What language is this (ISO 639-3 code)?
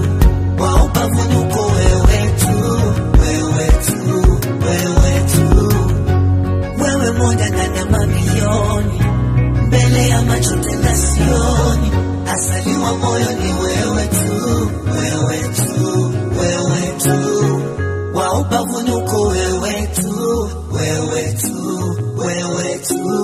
swa